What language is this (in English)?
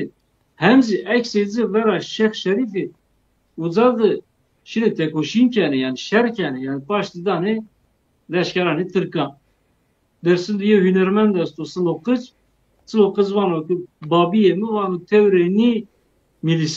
Zaza